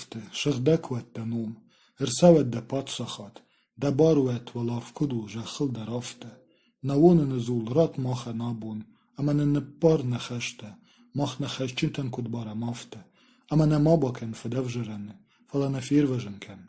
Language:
Ossetic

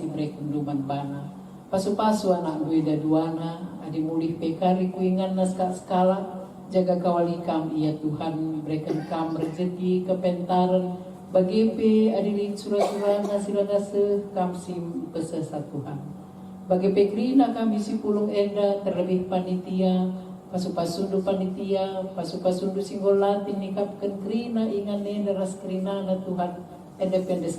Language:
Batak Karo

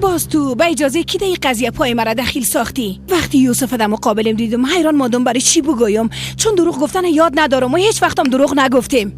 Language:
Persian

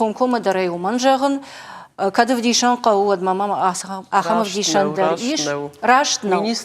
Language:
Ossetic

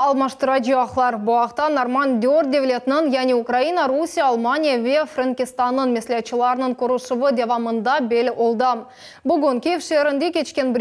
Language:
Crimean Tatar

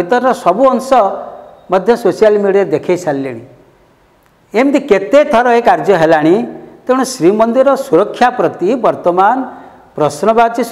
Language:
Odia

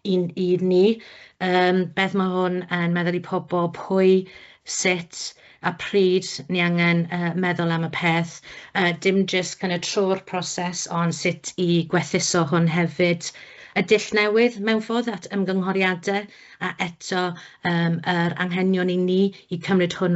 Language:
Welsh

